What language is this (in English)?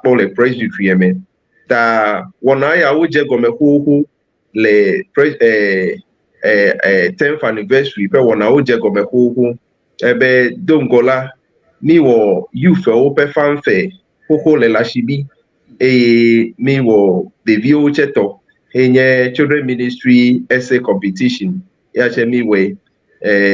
Ewe